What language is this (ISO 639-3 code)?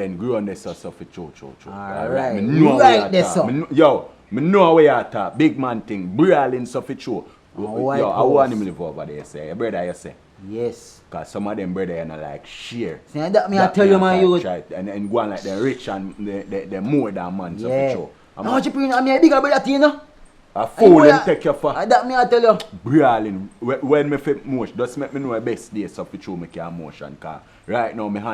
jam